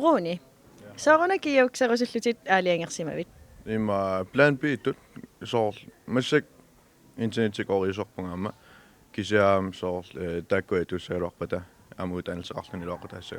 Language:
Kalaallisut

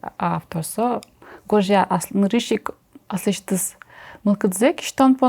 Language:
Udmurt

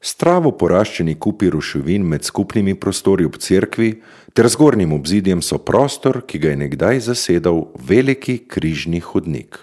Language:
Slovenian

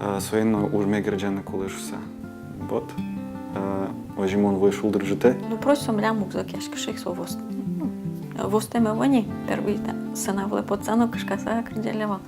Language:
Udmurt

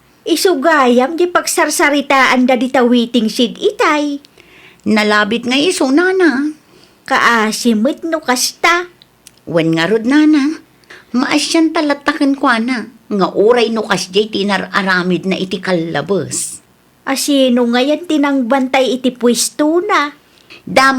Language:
Iloko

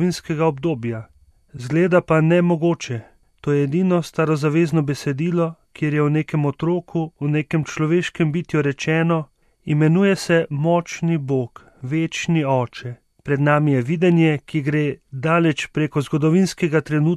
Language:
Slovenian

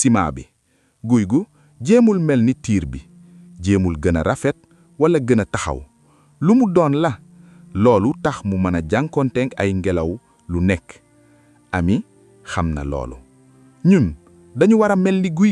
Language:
Wolof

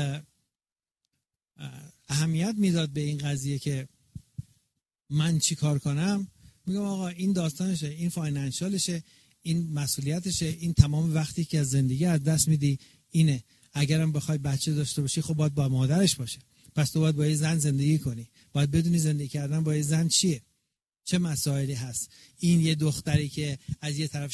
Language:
Persian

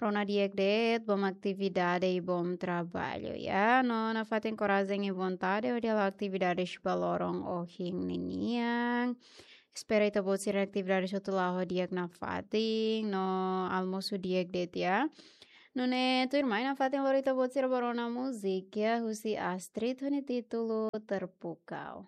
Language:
Tetum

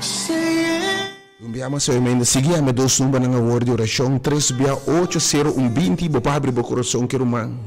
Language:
Papiamento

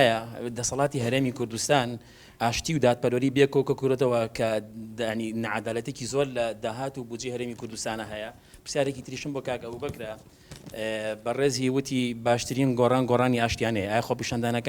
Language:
Central Kurdish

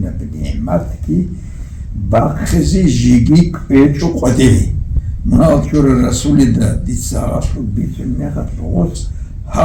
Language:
Avaric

